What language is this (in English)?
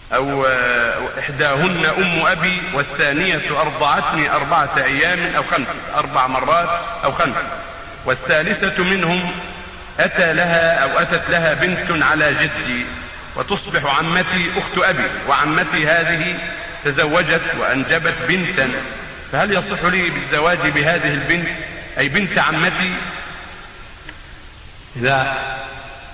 Arabic